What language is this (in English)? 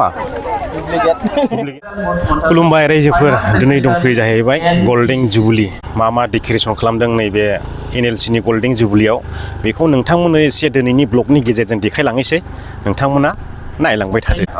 Bodo